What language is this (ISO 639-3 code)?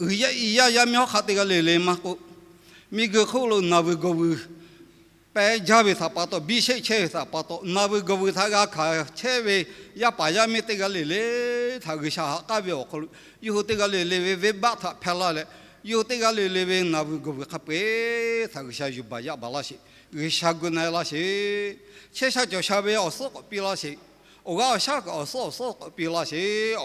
lhu